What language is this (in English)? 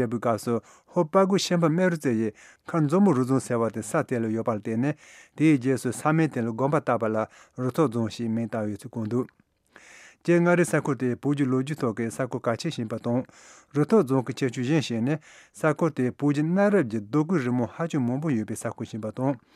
Tibetan